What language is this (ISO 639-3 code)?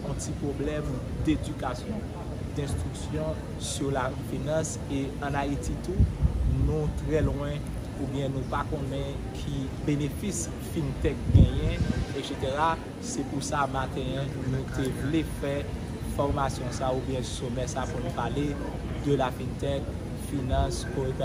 hat